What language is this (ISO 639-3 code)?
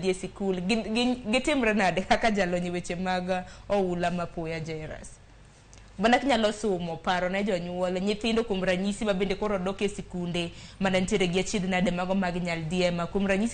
luo